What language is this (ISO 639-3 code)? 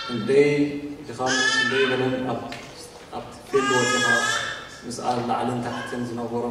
tir